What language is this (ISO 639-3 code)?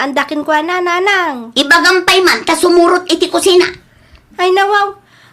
ilo